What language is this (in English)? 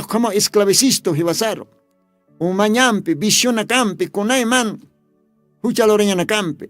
Aymara